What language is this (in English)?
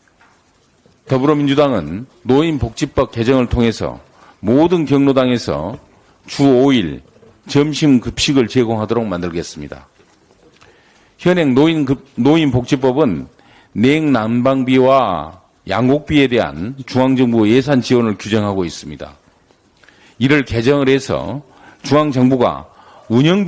Korean